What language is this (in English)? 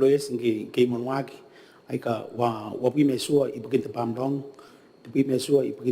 Gilbertese